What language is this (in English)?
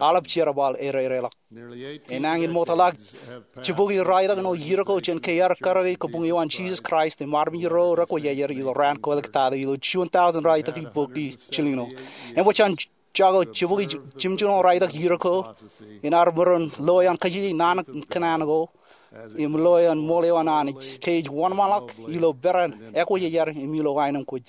Marshallese